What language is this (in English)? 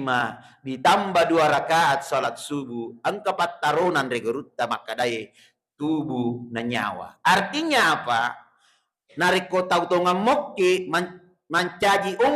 Buginese